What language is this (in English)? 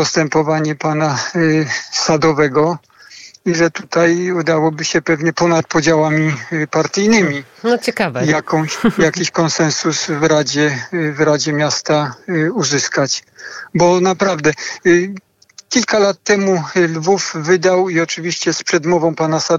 Polish